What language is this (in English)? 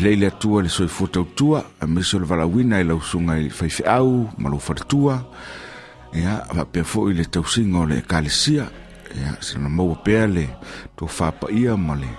Samoan